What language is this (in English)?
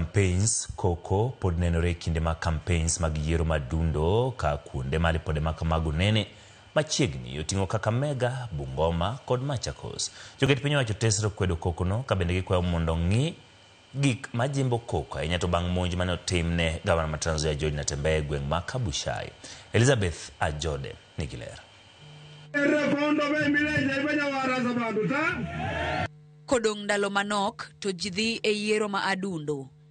Luo (Kenya and Tanzania)